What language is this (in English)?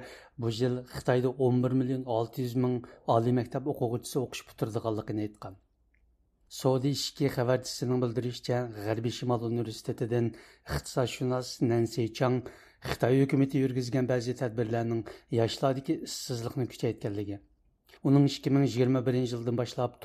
Uyghur